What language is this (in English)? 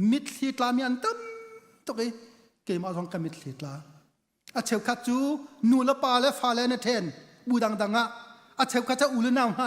Hakha Chin